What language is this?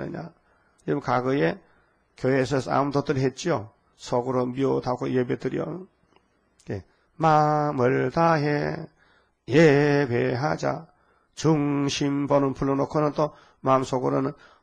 Korean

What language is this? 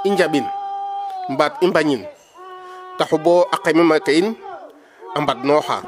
Serer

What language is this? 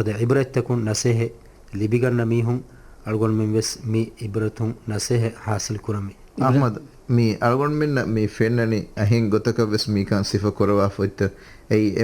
Divehi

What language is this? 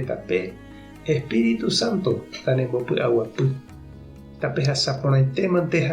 Guarani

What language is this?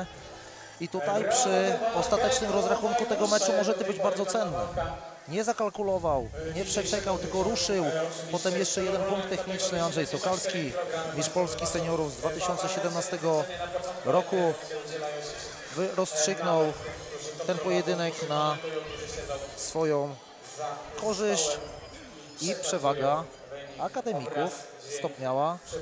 Polish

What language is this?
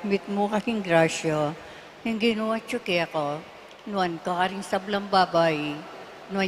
Pampanga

